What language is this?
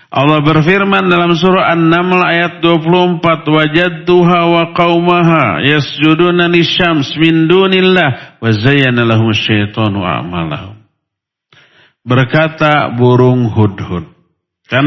Indonesian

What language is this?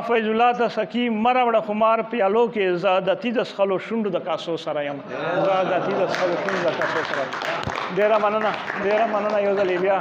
Pashto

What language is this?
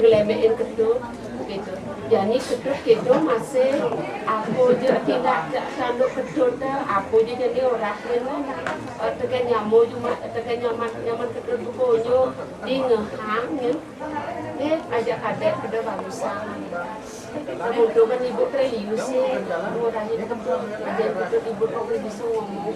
Balinese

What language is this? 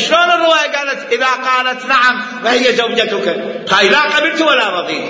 Mesopotamian Arabic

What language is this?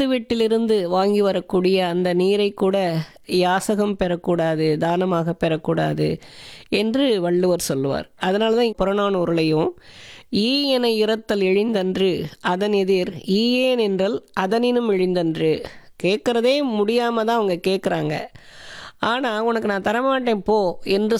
Tamil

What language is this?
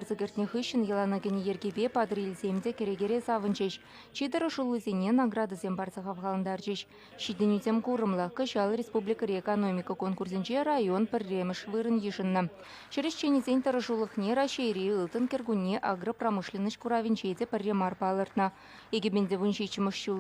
Chuvash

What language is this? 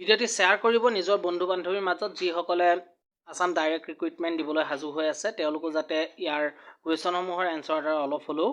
Assamese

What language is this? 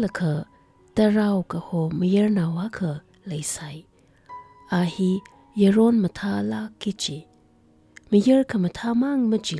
Tangkhul Naga (India)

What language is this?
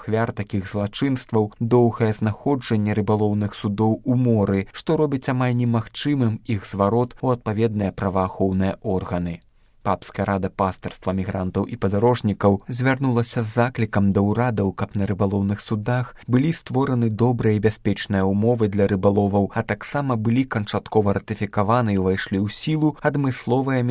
Belarusian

